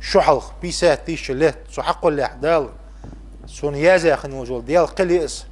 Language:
Ingush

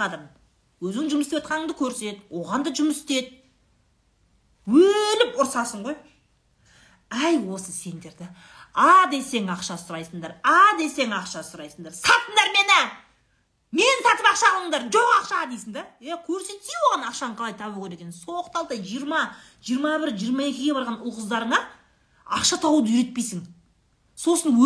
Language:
Kazakh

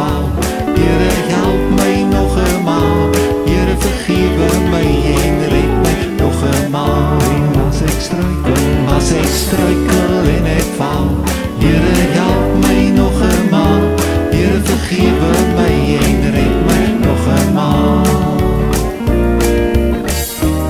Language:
Afrikaans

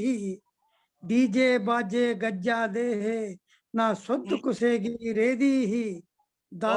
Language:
Dogri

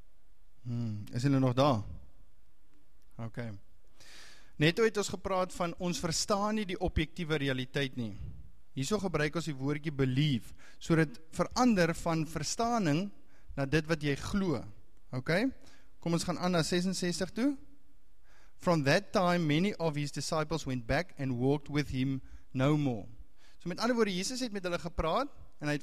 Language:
Afrikaans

